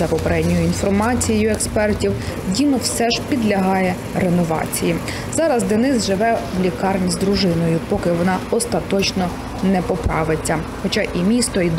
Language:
Ukrainian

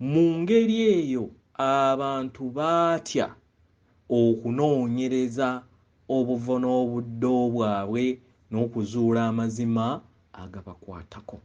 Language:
Ganda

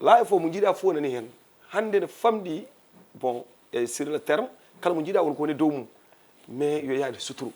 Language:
Fula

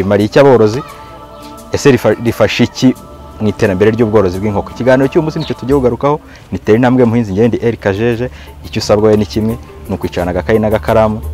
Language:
Kinyarwanda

